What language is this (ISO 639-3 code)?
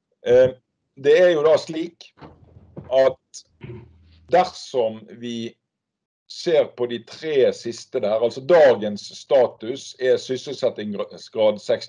nor